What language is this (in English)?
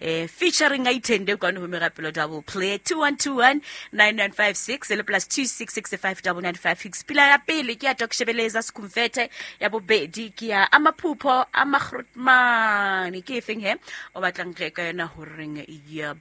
Southern Sotho